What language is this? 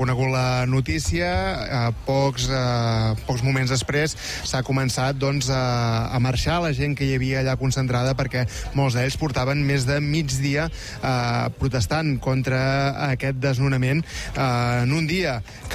Catalan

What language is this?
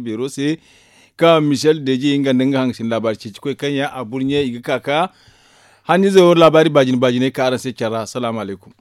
Zarma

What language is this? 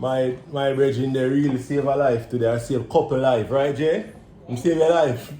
Jamaican Creole English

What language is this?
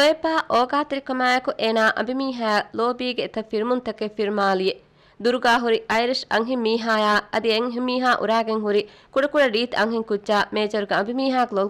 Divehi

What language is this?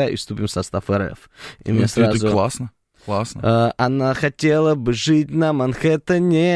Russian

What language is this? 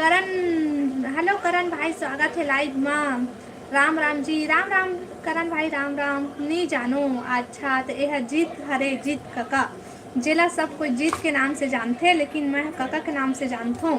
Chhattisgarhi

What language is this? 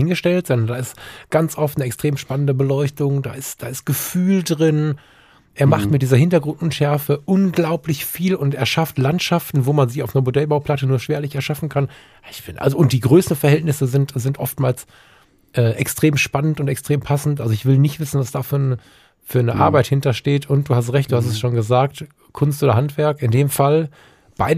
German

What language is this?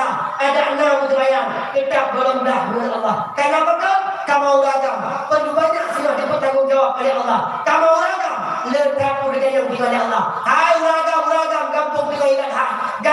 Achinese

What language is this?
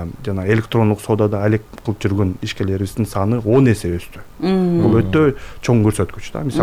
Kyrgyz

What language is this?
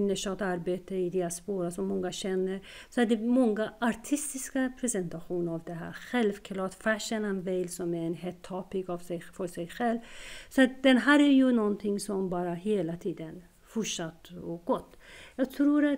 Swedish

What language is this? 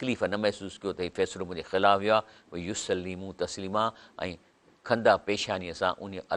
Sindhi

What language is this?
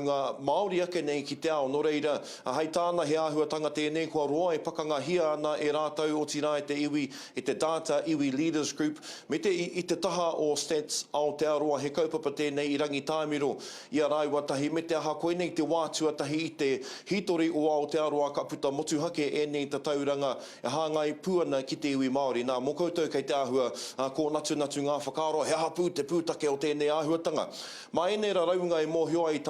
Māori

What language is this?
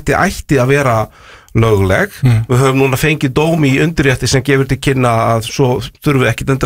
Icelandic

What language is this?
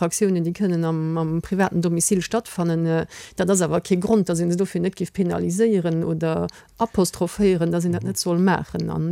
Luxembourgish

